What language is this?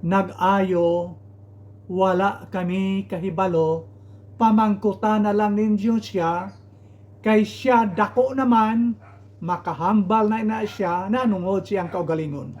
Hiligaynon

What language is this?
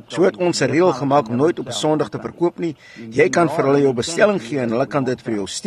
Afrikaans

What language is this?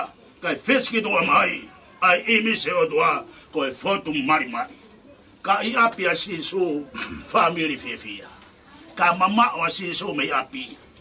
Tongan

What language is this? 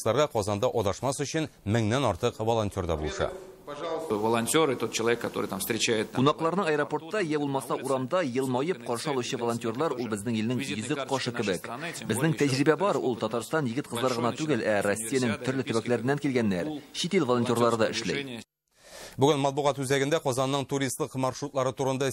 Tatar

